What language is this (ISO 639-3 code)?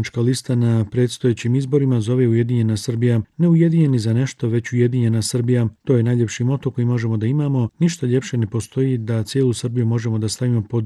bos